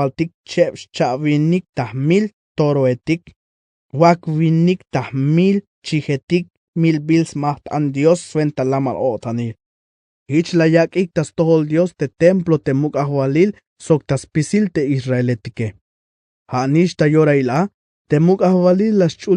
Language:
Tzeltal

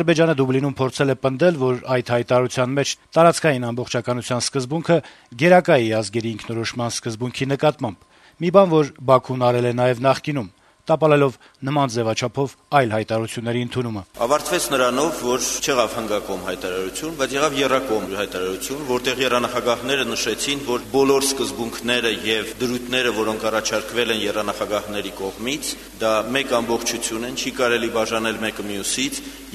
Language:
Armenian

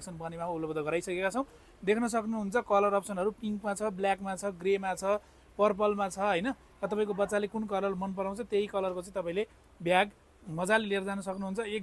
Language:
Nepali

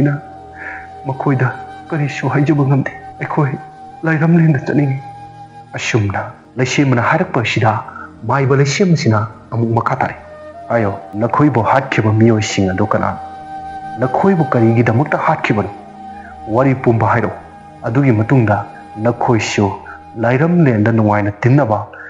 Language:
Manipuri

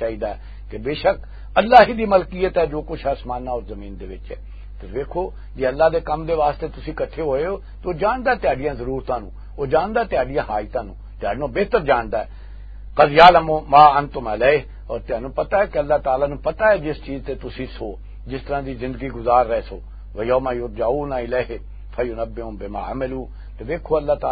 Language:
Western Panjabi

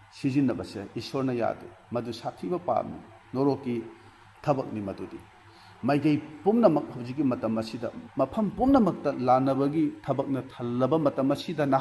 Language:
Manipuri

